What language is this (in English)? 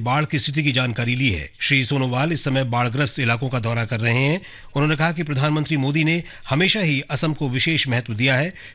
Hindi